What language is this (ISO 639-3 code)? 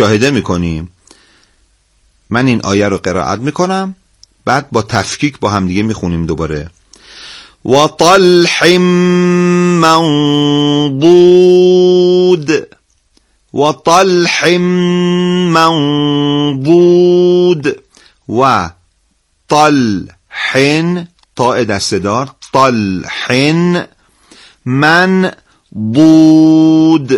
fas